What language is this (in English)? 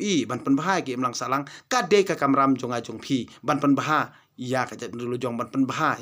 Khasi